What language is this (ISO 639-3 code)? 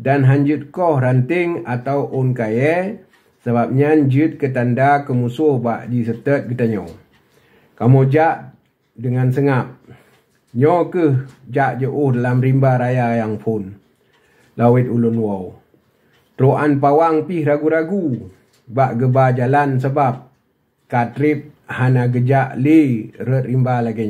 ace